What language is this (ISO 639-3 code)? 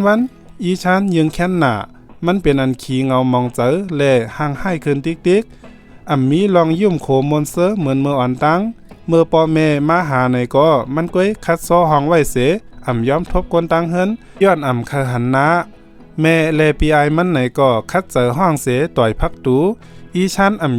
shn